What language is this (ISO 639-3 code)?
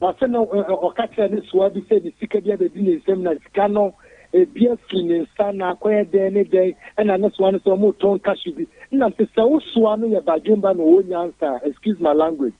aka